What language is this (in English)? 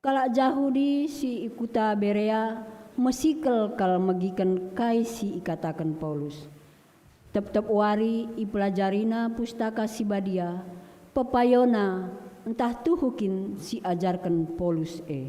Batak Karo